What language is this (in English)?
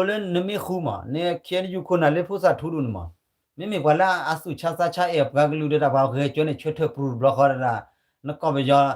S'gaw Karen